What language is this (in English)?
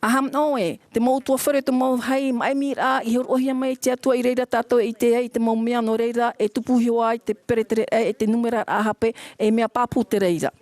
Tahitian